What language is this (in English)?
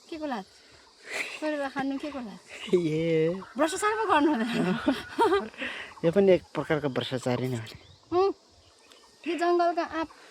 Nepali